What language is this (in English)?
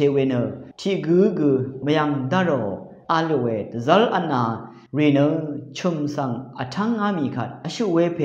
Rawang